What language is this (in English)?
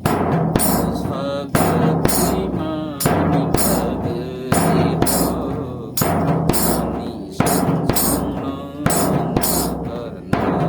Kok Borok